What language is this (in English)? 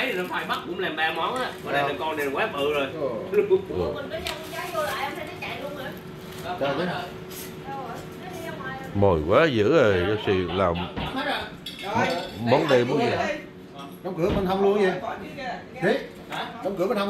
Vietnamese